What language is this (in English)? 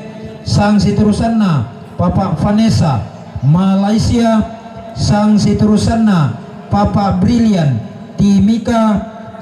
Toraja-Sa'dan